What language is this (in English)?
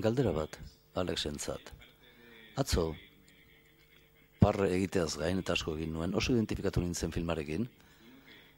Basque